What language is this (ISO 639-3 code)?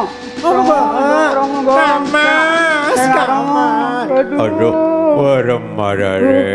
mad